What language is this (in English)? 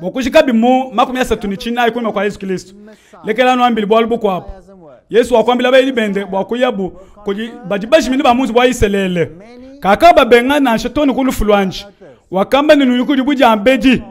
Luba-Lulua